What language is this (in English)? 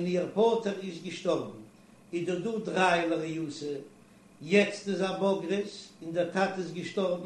Yiddish